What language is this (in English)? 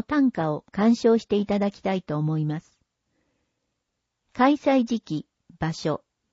Japanese